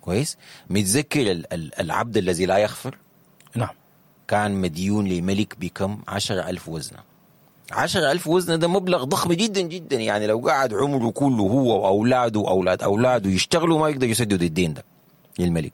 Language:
Sudanese Arabic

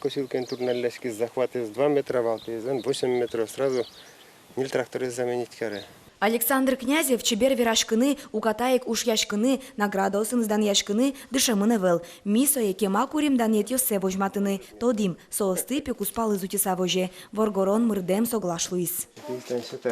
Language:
Udmurt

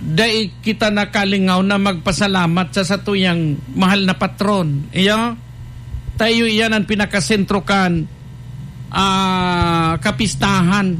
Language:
Bikol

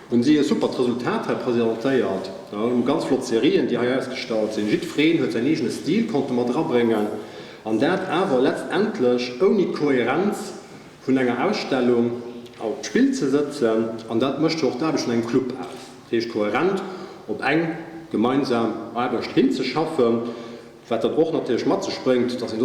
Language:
Luxembourgish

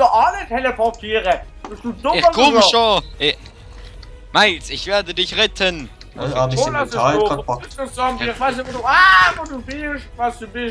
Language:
Swiss German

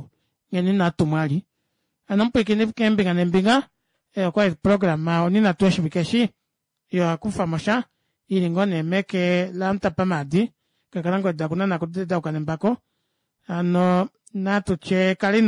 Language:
Kuanyama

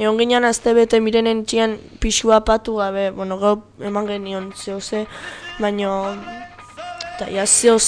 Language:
Basque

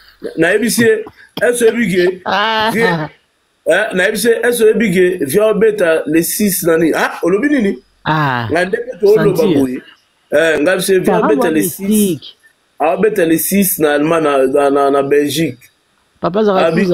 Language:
Lingala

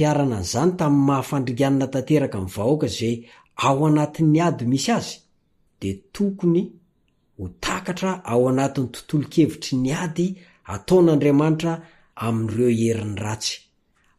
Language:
Malagasy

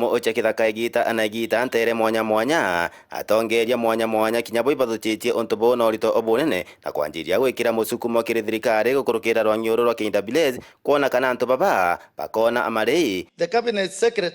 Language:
Meru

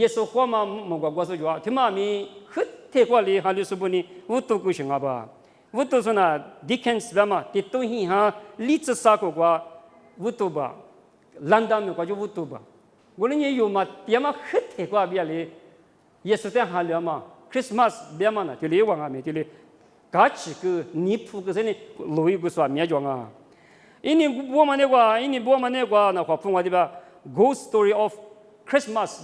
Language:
Lisu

